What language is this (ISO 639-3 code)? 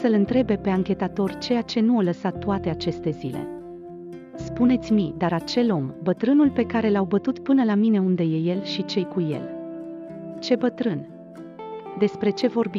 ron